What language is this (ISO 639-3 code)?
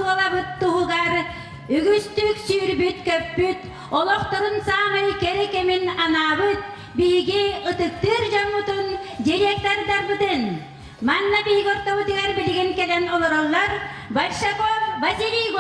sah